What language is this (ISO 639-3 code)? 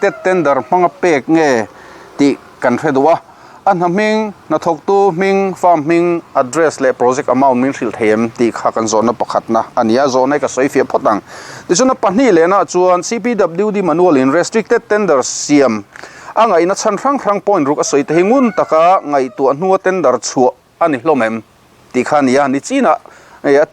lus